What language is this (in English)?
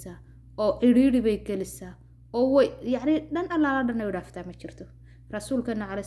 Somali